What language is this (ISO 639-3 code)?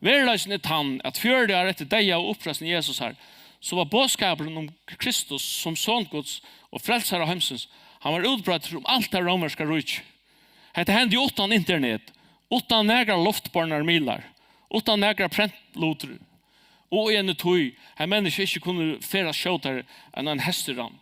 fao